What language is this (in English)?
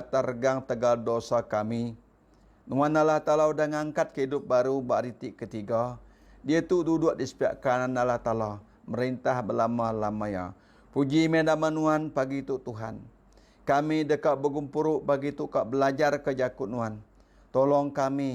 Iban